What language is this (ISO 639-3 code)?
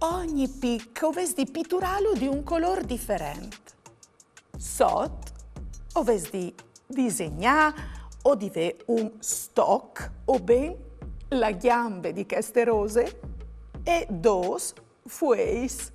fur